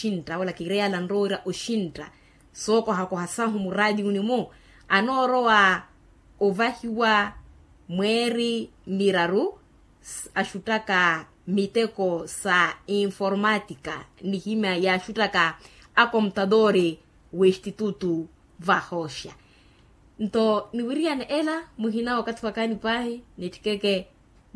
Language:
Makhuwa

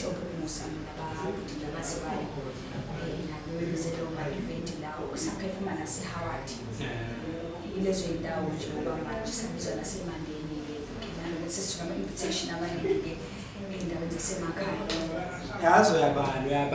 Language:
Zulu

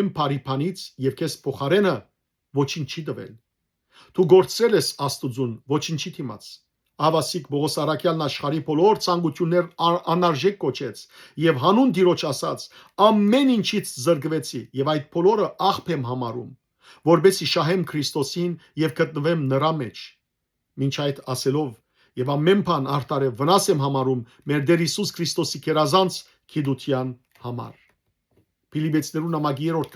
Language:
Western Armenian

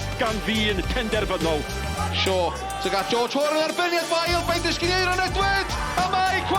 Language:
Welsh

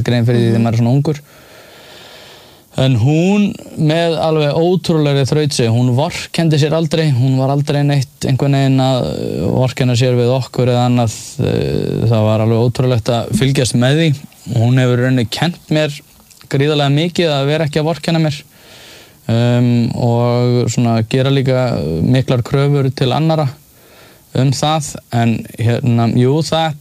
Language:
Icelandic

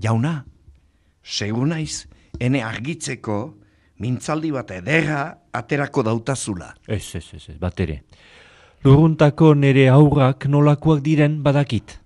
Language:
Basque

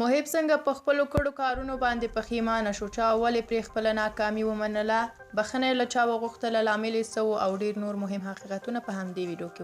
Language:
Pashto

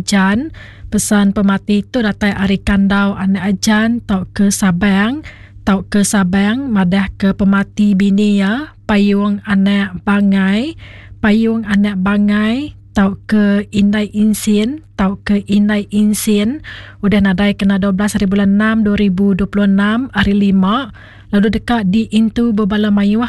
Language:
Iban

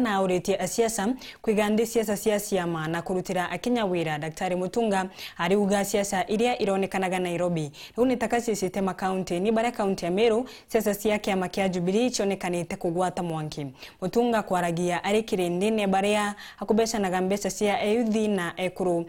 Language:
Meru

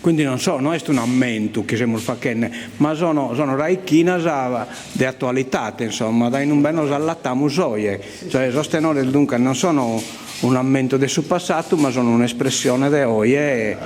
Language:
Sardinian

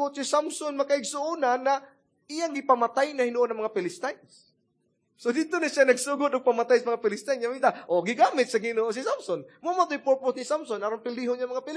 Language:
Cebuano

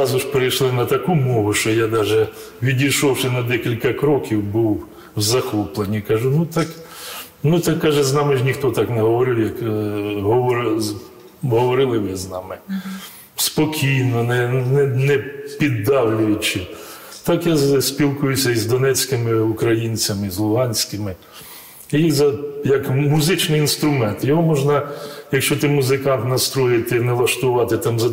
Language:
Ukrainian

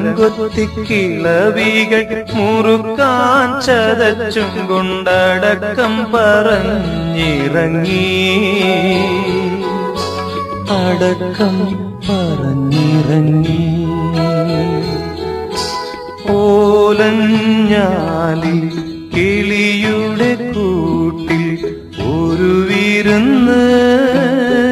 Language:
Malayalam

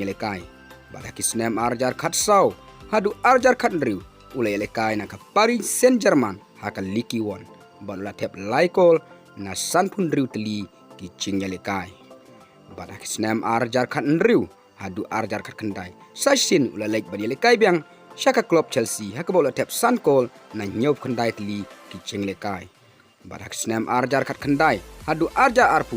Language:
Khasi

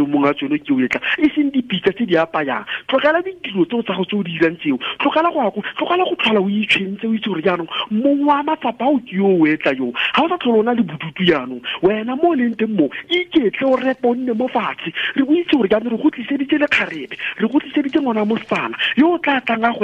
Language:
Tswana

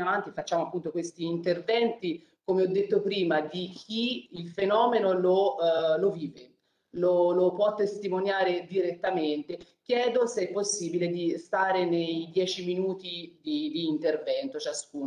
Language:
Italian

